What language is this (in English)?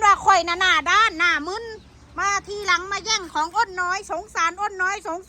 Northeastern Thai